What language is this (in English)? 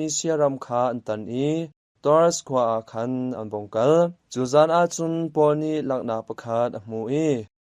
Hakha Chin